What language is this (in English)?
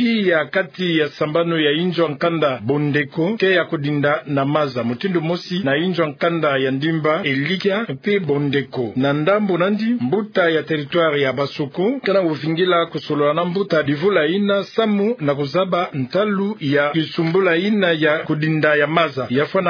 Kituba (Democratic Republic of Congo)